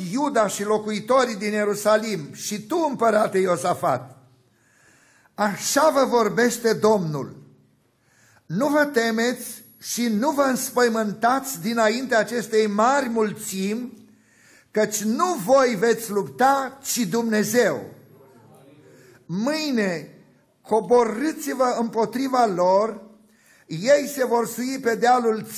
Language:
Romanian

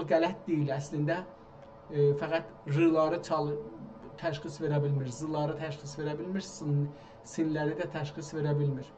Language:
South Azerbaijani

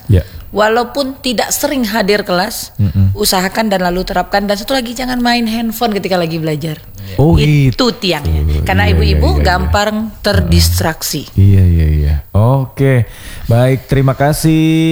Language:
Indonesian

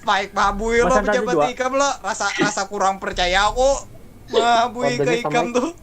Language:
Banjar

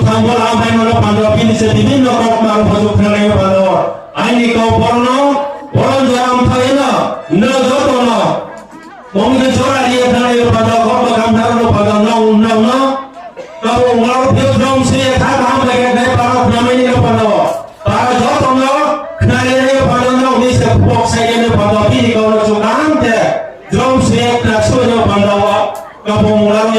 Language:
Riang (India)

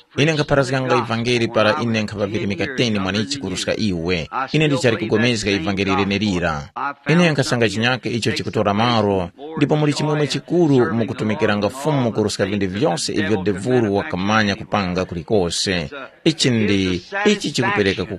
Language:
Tumbuka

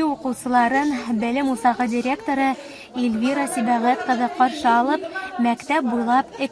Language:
Bashkir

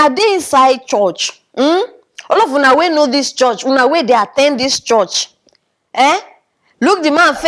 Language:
Nigerian Pidgin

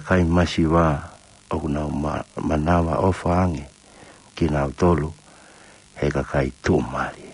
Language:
Tongan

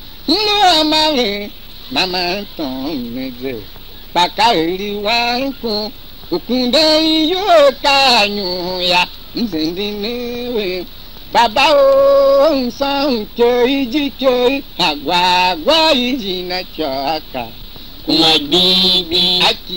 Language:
Tiv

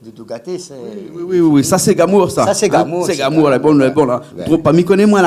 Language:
Réunion Creole French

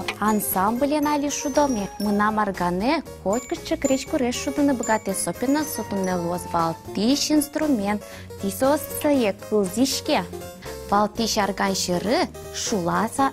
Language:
Udmurt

